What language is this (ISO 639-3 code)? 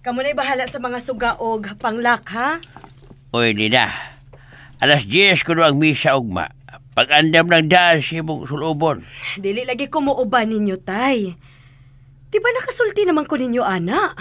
ceb